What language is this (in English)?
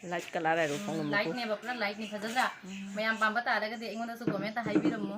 Manipuri